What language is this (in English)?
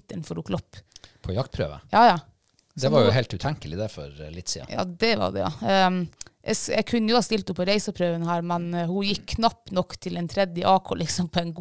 Norwegian